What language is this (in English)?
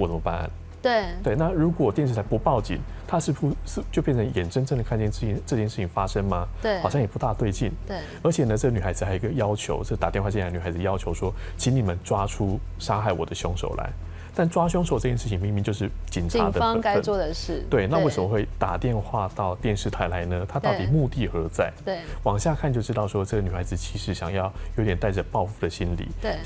Chinese